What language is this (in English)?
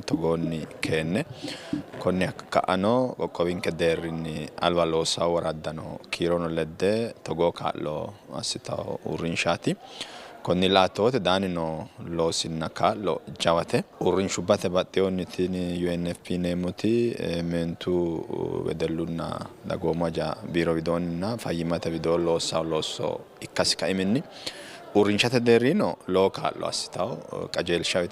Sidamo